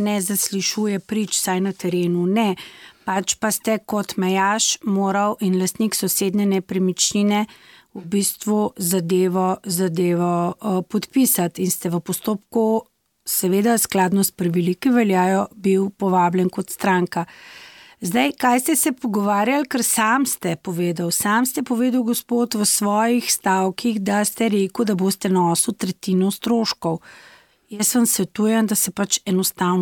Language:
Slovenian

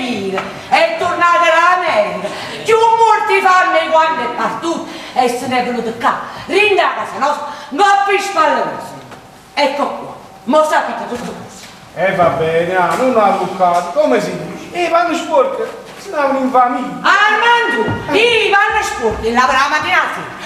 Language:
Neapolitan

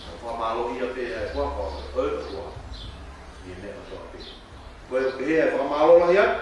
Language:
Tongan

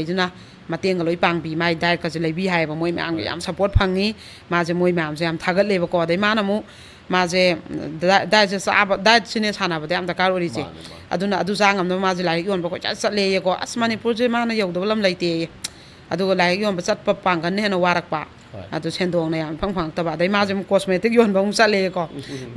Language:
Manipuri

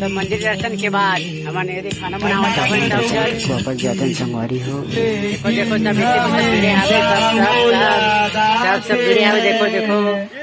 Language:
Chhattisgarhi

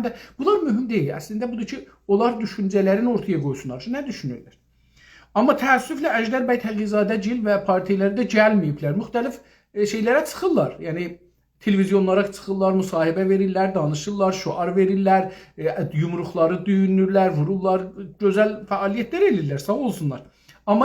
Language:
South Azerbaijani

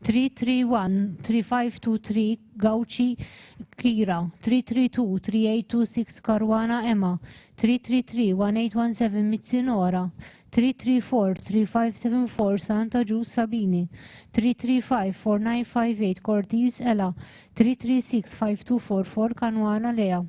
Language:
English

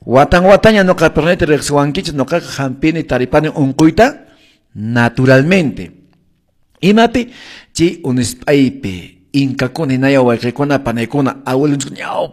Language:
Quechua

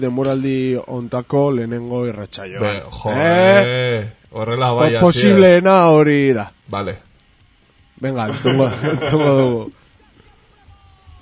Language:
Basque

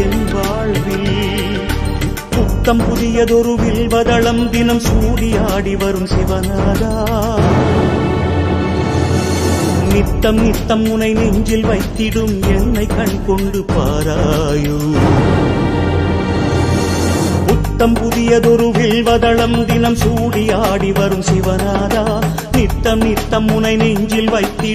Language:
Tamil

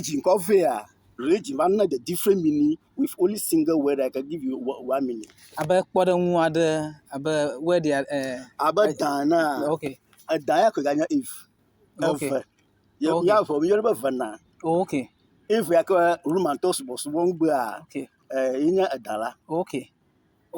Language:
Ewe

